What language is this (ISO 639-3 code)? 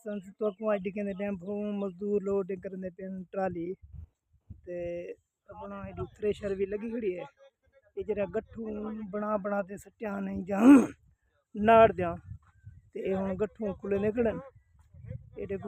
skr